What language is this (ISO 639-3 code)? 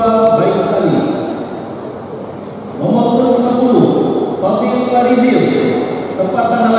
ind